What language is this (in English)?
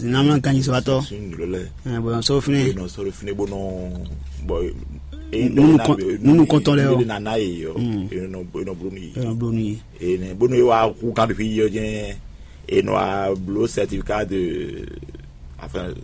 Fon